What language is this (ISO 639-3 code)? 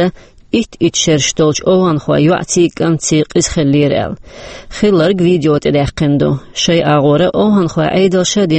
che